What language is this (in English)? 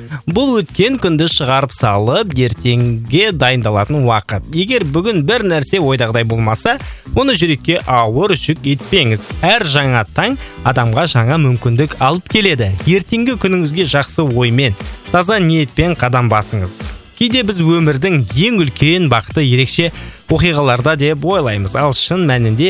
Kazakh